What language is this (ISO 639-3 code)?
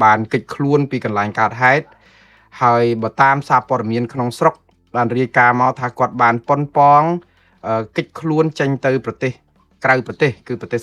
khm